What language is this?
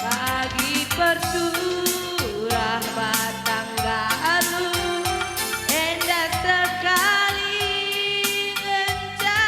Batak Karo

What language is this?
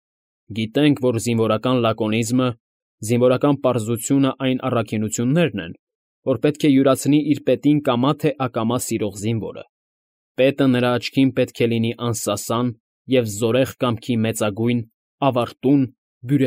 Armenian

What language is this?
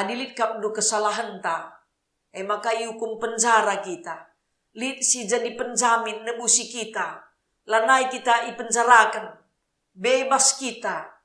Batak Karo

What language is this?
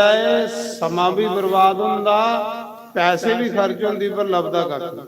Dogri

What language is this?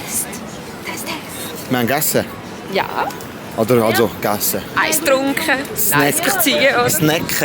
Swiss German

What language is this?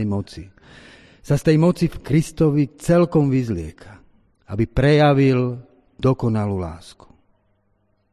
Slovak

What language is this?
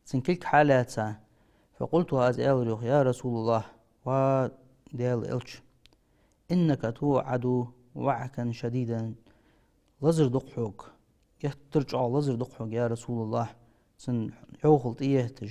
Ingush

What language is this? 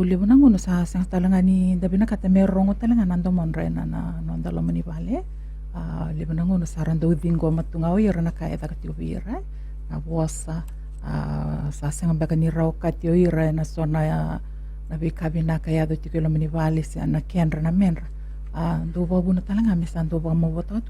Fijian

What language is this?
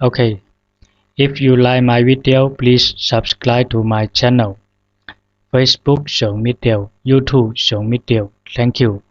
Zhuang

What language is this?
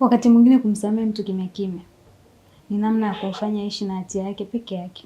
Swahili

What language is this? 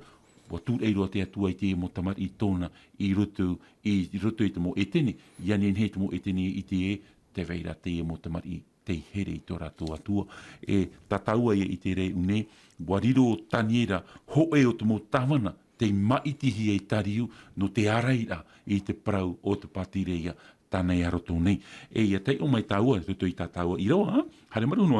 Tahitian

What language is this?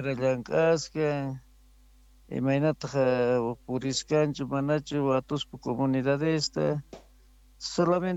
South Bolivian Quechua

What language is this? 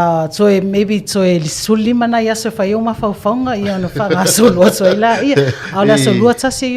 Samoan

